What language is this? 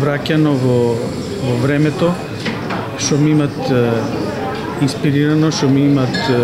Macedonian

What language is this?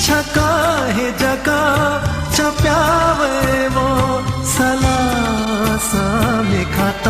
Newari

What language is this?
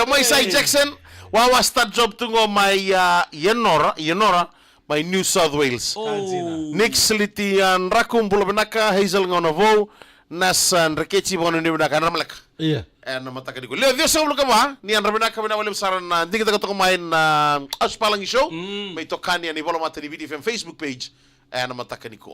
Fijian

